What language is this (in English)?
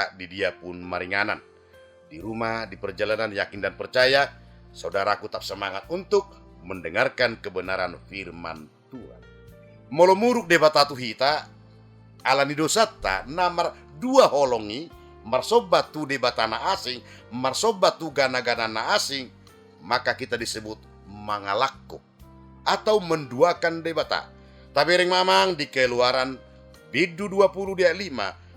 Batak Toba